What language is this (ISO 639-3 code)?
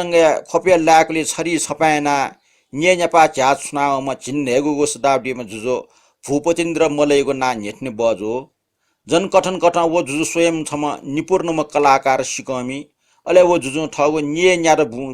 new